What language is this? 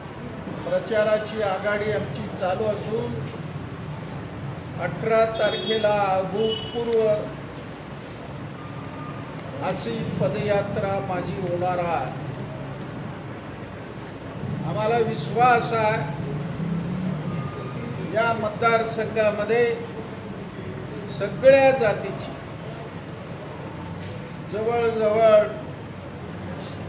Marathi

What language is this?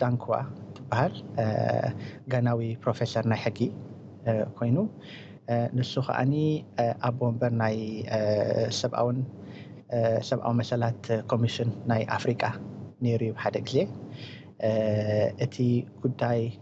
Tigrinya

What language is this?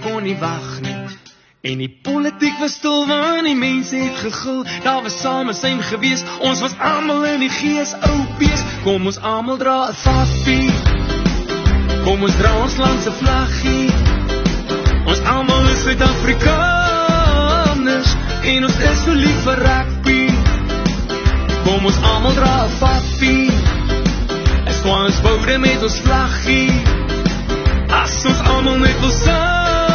Afrikaans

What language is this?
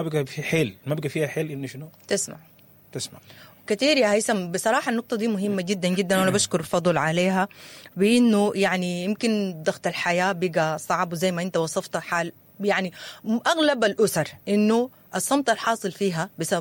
Sudanese Arabic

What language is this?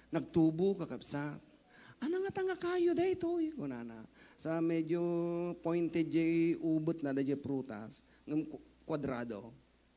Iloko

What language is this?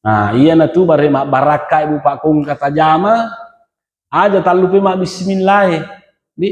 Buginese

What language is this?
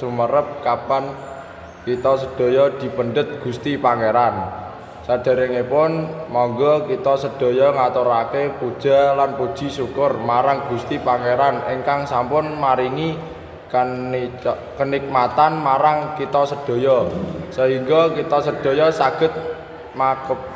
Javanese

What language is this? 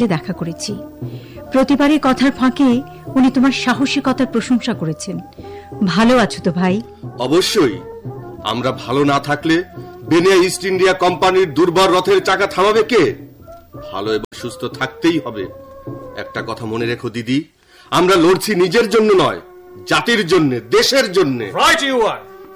Bangla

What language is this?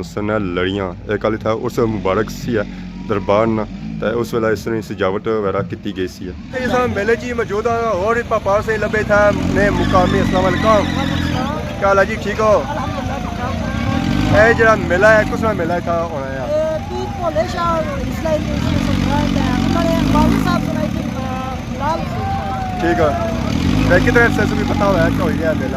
Pahari-Potwari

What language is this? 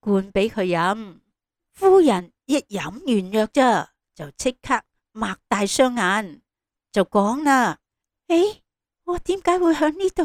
Cantonese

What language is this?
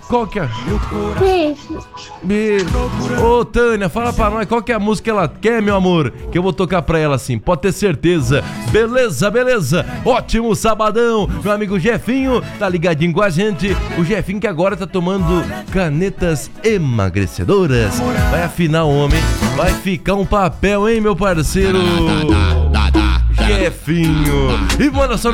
Portuguese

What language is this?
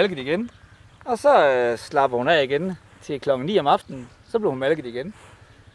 Danish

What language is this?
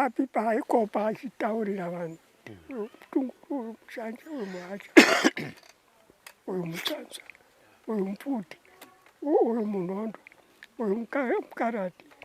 Shona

